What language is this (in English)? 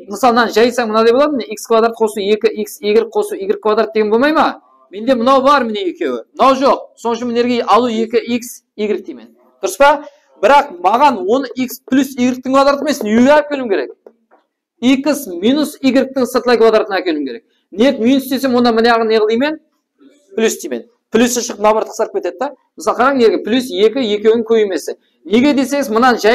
Kara-Kalpak